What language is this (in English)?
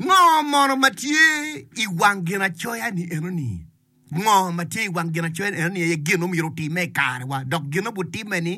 Acoli